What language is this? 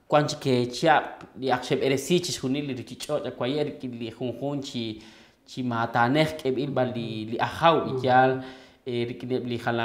Kekchí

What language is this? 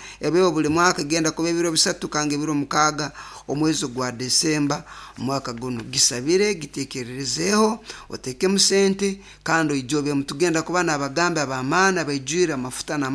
Nyoro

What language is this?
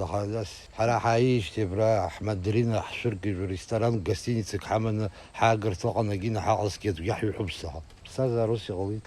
Abkhazian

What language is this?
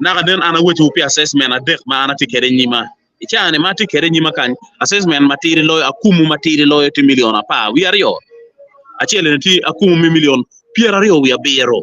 Acoli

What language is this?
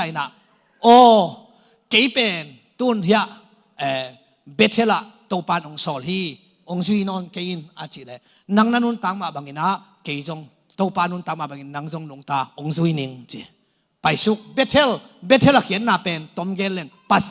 Tedim Chin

